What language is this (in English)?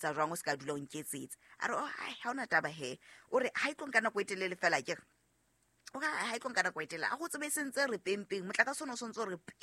Southern Sotho